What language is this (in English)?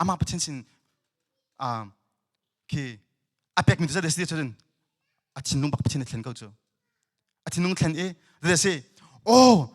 Hakha Chin